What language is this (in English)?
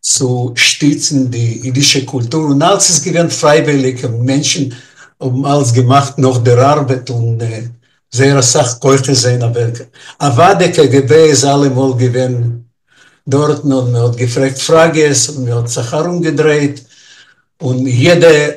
Yiddish